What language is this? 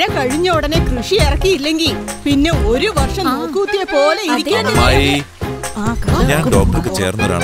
Malayalam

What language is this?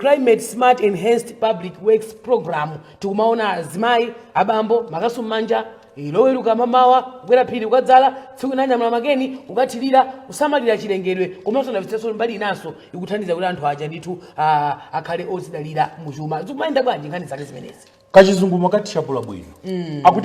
Nyanja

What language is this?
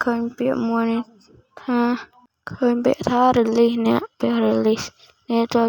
Khmer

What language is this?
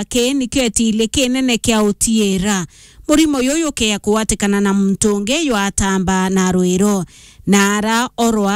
Meru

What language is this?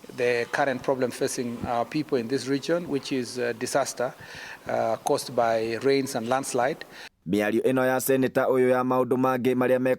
Kikuyu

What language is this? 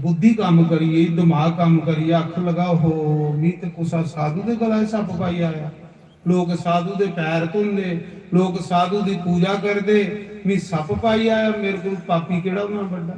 Dogri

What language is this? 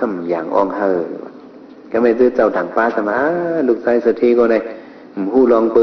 Shan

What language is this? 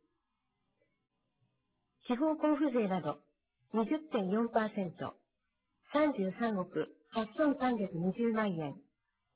Japanese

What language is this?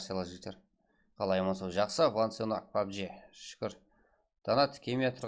Kara-Kalpak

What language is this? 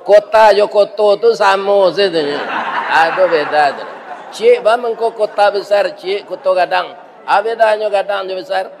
Minangkabau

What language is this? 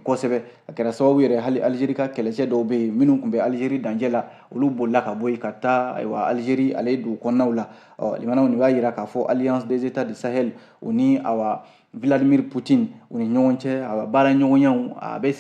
Bambara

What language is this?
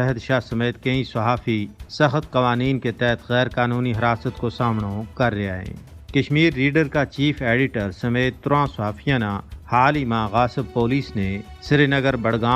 Gujari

